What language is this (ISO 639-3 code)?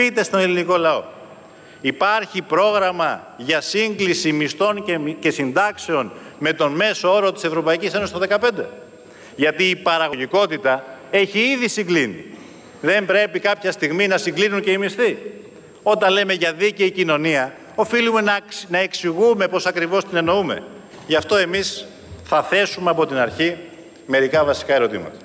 ell